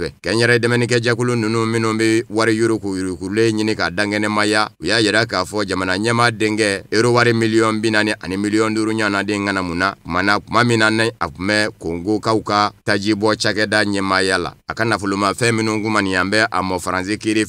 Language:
Bambara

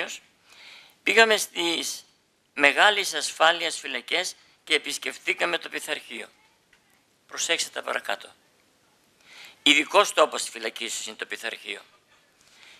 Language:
Greek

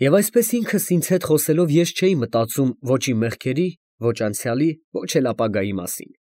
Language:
Armenian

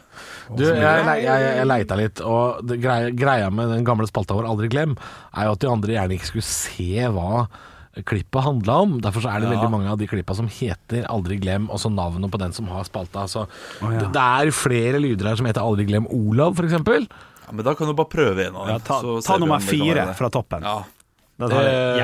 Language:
Norwegian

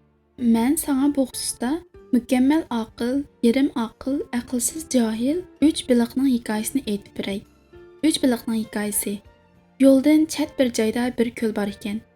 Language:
Uyghur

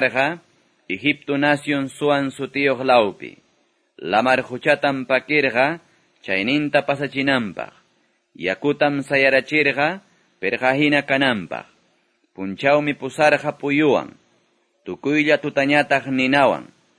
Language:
Quechua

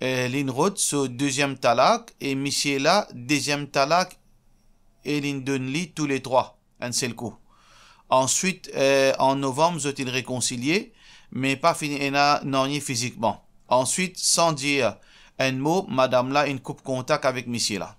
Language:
Morisyen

